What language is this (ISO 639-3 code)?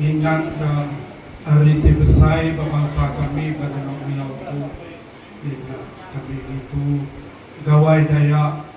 iba